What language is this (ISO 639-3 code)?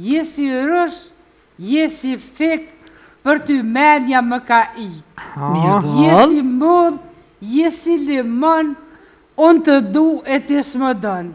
sqi